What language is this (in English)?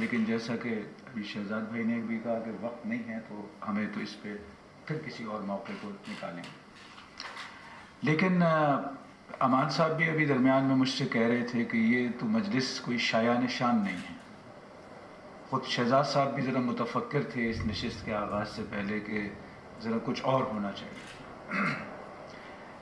Urdu